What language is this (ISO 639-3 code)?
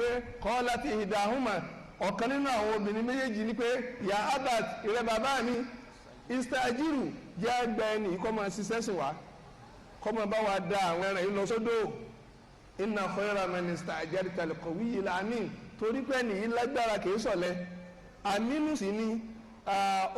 yor